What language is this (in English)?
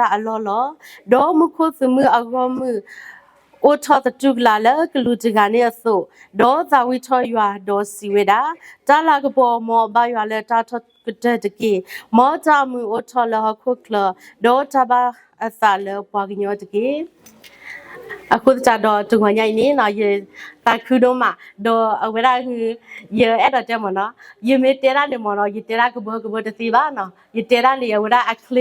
S'gaw Karen